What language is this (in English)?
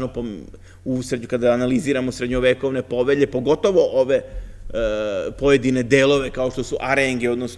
Serbian